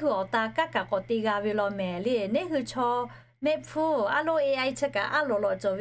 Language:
Lahu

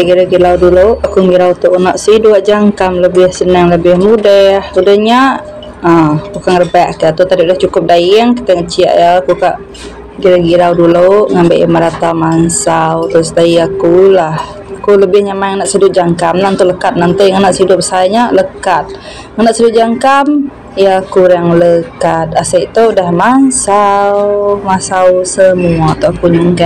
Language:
Iban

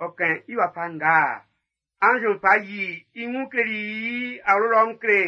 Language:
Baoulé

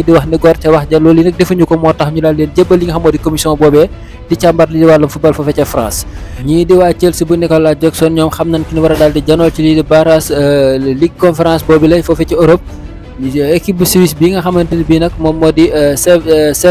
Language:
Wolof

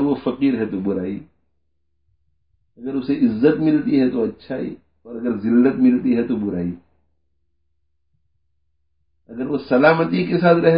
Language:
Urdu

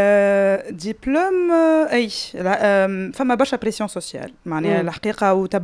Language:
Tunisian Arabic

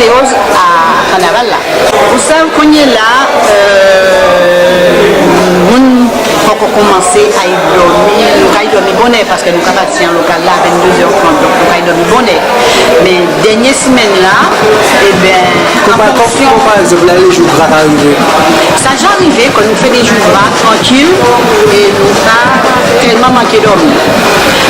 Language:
Guadeloupean Creole French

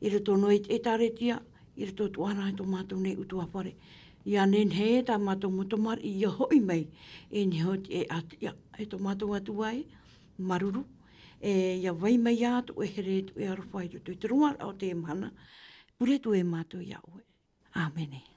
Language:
Tahitian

